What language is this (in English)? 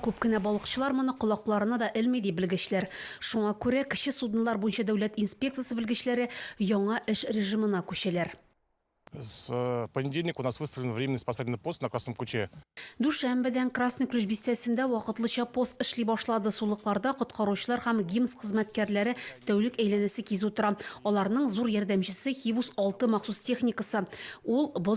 Tatar